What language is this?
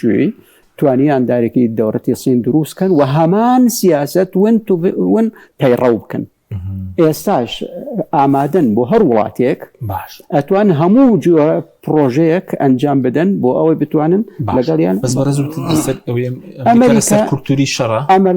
Central Kurdish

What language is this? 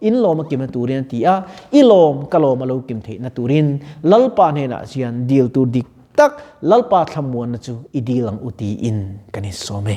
Mizo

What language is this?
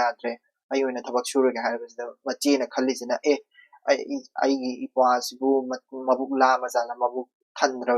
Manipuri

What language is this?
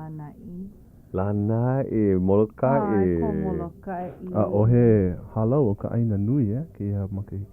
Hawaiian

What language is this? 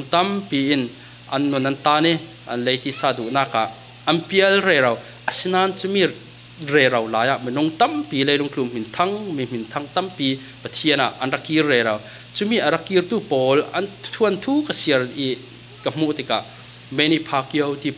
Falam Chin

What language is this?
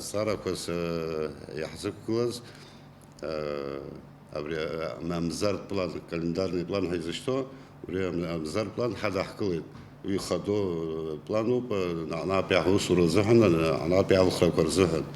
Abkhazian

